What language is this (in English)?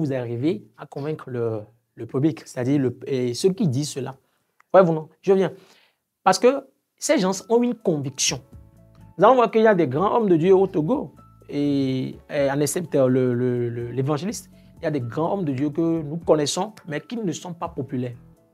French